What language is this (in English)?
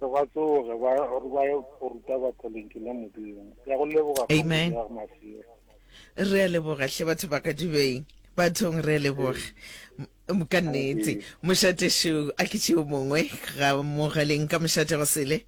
Northern Sotho